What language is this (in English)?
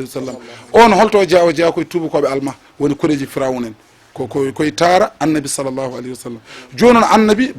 Fula